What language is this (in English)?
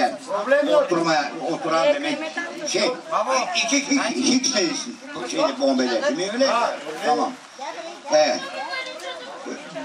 Turkish